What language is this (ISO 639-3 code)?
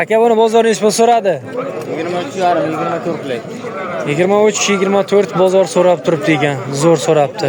uzb